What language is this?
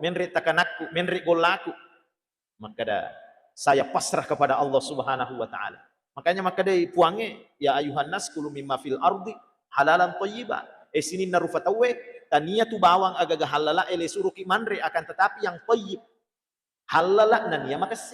Buginese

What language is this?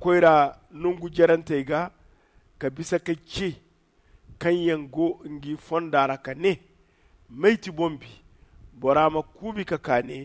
Zarma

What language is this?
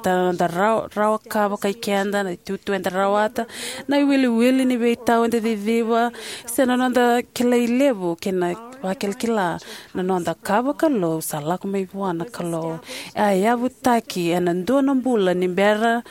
Fijian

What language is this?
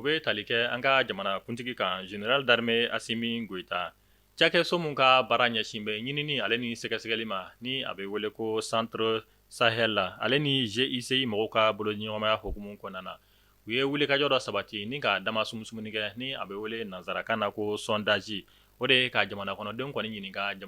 Bambara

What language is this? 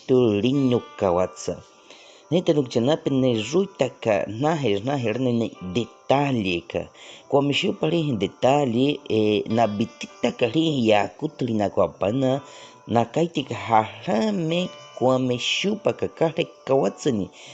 Baniwa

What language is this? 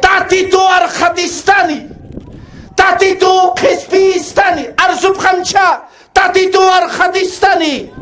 Aymara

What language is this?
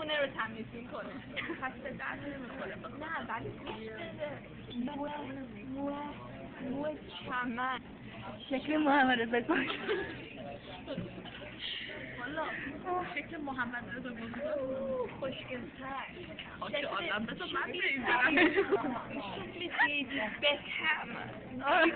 Persian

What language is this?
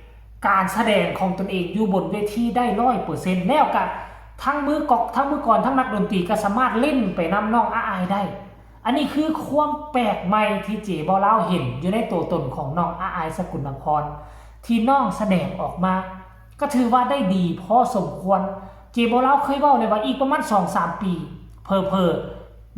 Northeastern Thai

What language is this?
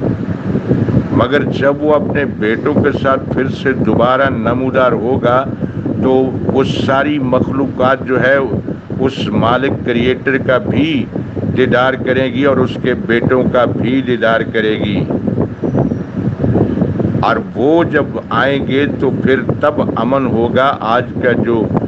Urdu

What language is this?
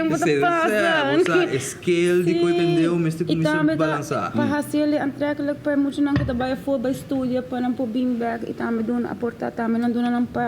Papiamento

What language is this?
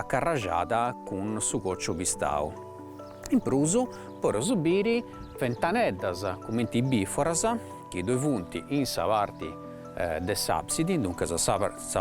Sardinian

